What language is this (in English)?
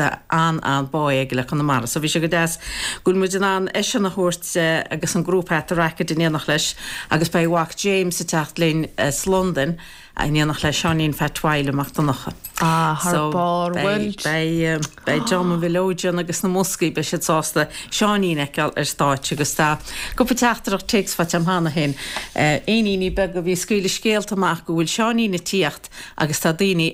Irish